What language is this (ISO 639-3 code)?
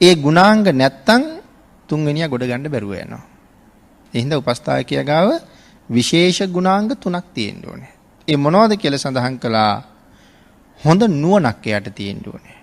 sin